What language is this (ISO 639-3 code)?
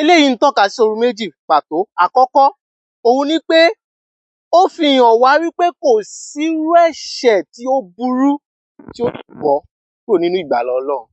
yor